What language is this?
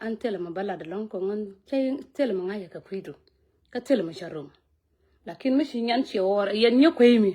Nuer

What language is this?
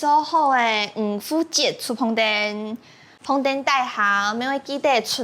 Hakka Chinese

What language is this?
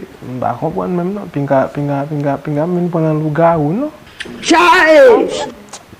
Haitian Creole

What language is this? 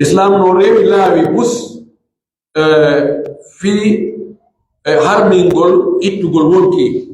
Pular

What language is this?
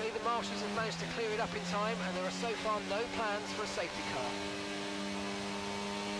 English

